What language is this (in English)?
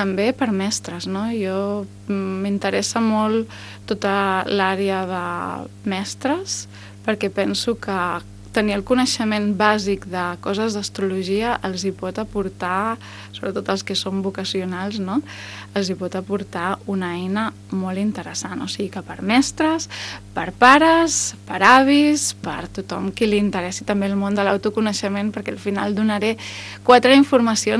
Catalan